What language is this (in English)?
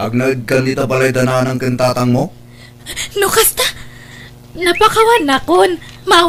Iloko